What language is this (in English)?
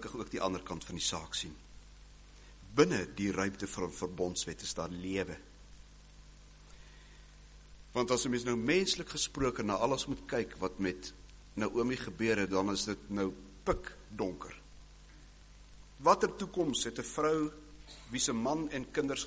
Afrikaans